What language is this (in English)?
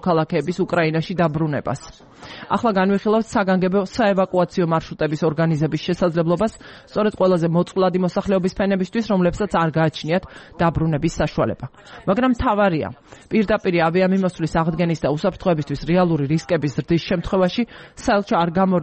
Georgian